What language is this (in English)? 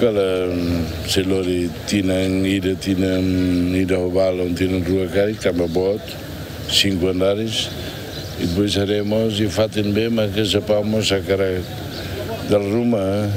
Tetum